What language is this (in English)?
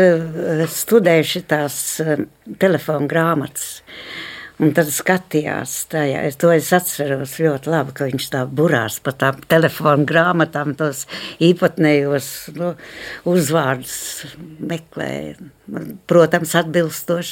Latvian